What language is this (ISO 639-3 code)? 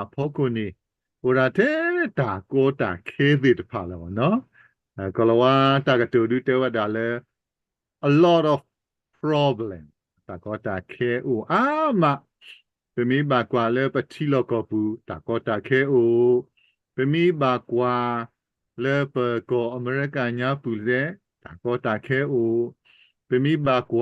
ksw